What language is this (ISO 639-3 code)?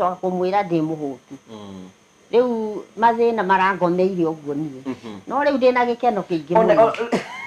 kik